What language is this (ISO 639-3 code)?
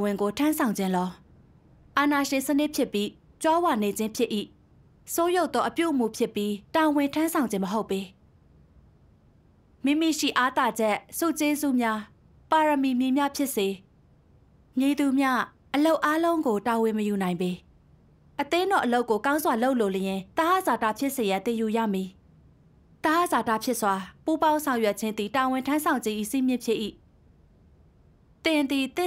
mya